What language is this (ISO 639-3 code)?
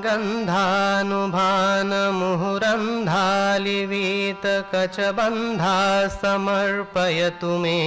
san